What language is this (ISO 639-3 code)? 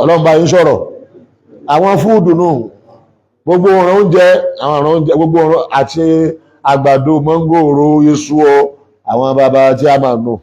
yor